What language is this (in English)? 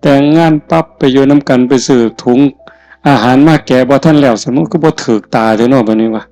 Northeastern Thai